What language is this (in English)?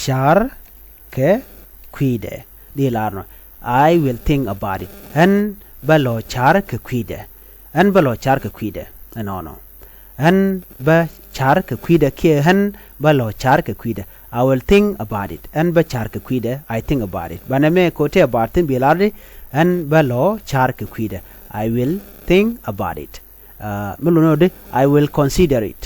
Nuer